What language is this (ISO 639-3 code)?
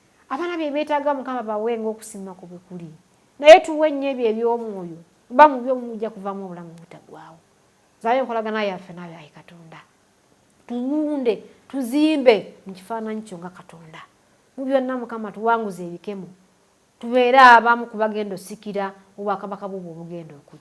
lug